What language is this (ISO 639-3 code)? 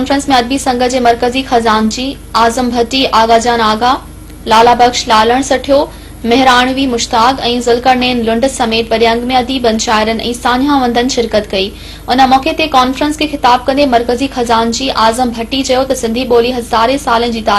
snd